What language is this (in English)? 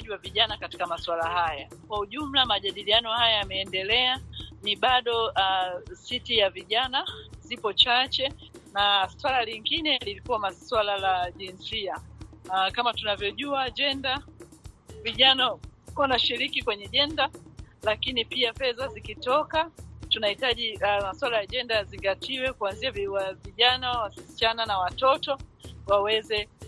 Swahili